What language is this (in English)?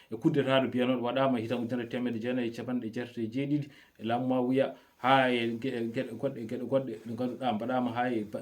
Fula